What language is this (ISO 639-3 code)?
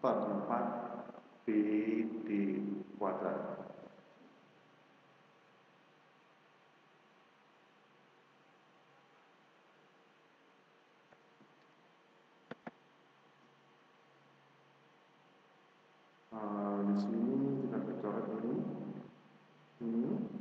ind